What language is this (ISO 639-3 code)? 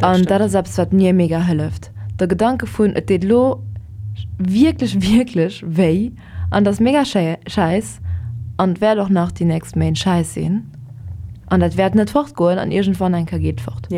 ltz